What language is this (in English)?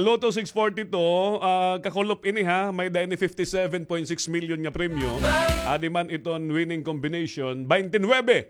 Waray